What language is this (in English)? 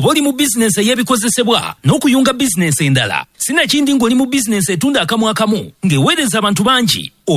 Ganda